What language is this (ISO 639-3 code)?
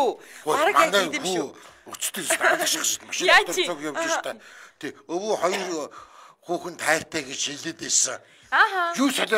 mon